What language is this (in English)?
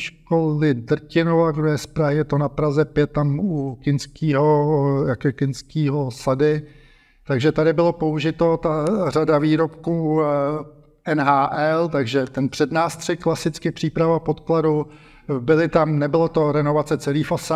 Czech